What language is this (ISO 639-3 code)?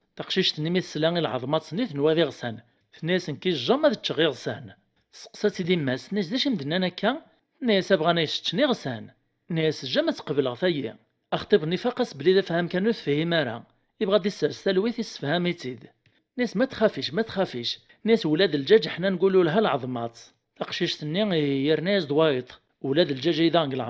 kab